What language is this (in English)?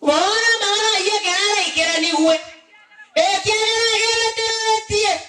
Gusii